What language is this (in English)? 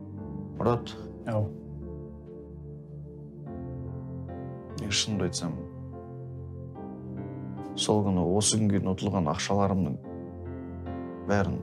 Kazakh